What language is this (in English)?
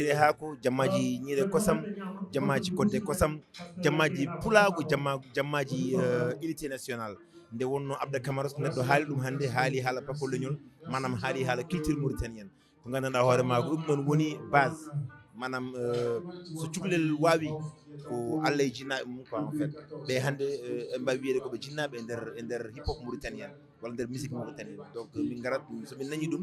Fula